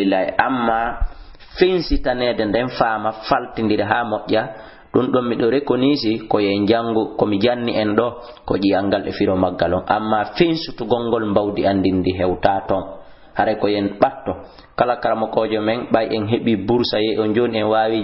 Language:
Fula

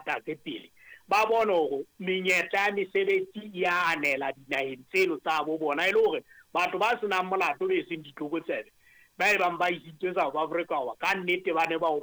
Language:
Southern Sotho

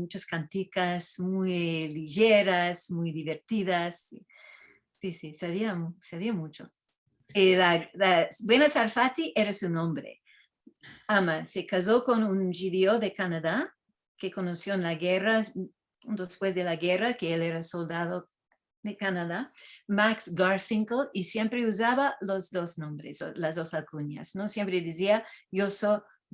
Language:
Ladino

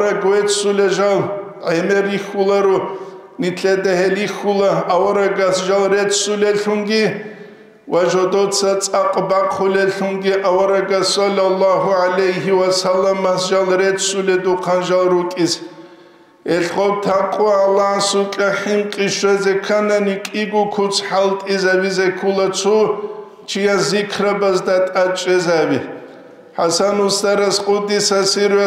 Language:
Avaric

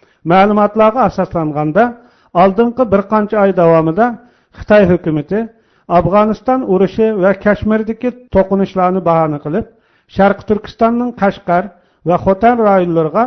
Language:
Uyghur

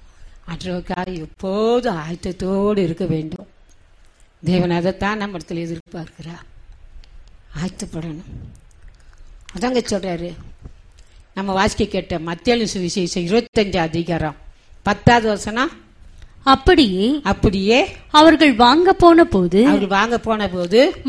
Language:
Tamil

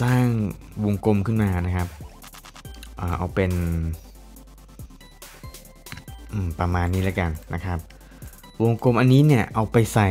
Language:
Thai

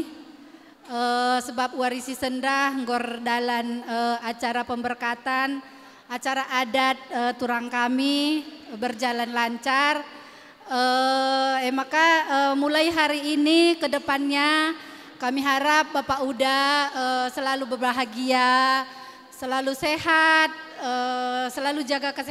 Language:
Batak Karo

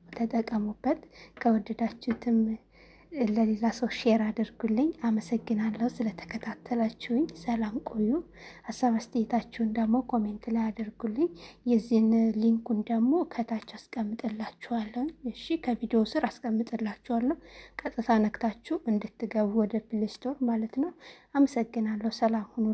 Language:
Amharic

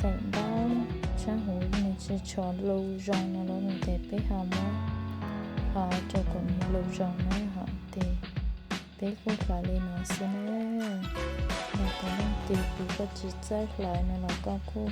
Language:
Hmong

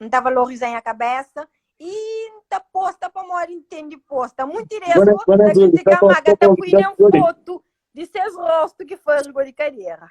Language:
Kabuverdianu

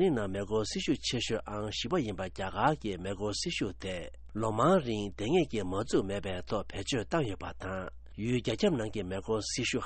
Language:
Tibetan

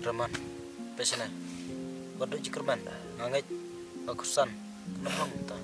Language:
Khasi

